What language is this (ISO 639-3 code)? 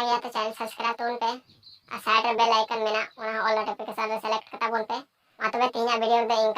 sat